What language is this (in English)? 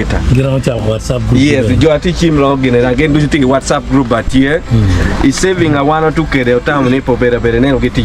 Acoli